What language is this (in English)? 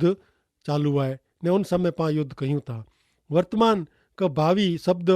Kachhi